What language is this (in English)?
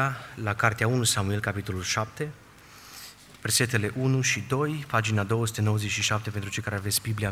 Romanian